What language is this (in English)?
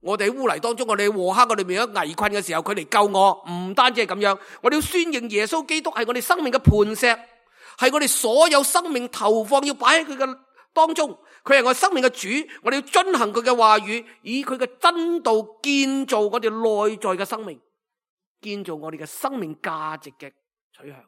Cantonese